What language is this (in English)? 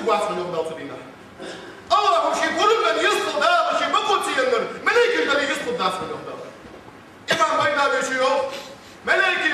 Ingush